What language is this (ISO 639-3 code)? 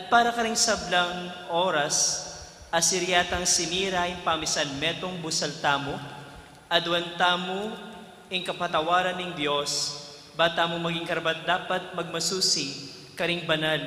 pam